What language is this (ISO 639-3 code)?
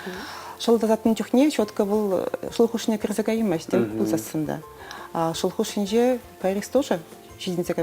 chv